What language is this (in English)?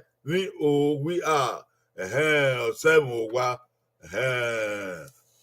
Bini